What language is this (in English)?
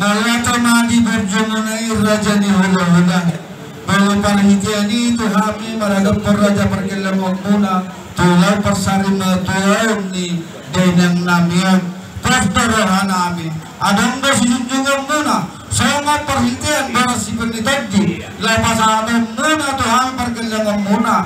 Batak Toba